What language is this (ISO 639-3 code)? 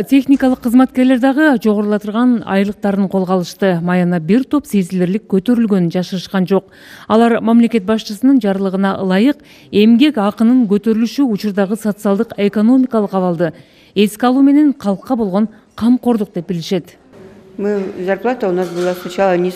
kir